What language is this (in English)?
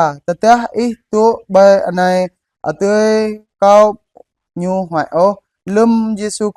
Jarai